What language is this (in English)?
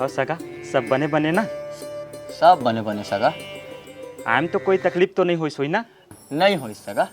Chhattisgarhi